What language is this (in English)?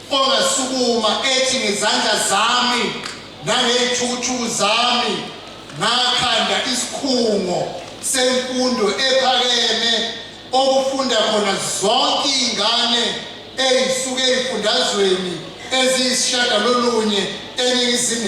Zulu